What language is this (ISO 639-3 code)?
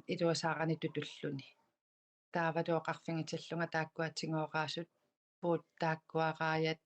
kal